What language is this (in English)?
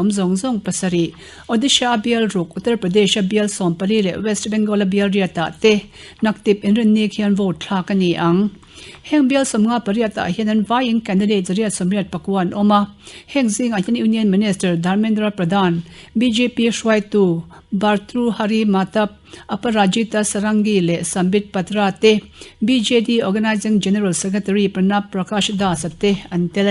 Mizo